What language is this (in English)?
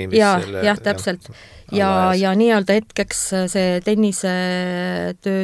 Estonian